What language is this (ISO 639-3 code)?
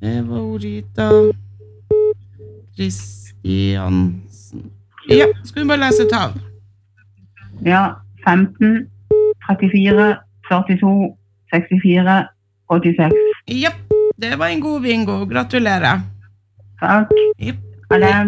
nor